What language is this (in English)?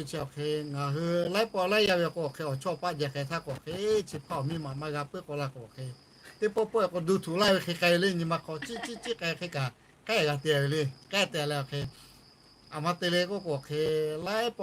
Lahu